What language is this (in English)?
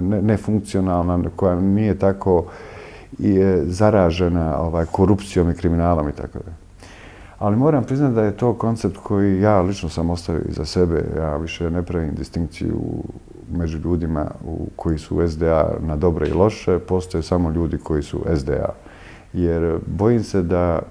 Bosnian